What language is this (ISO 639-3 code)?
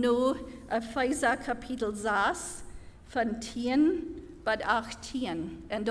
pdt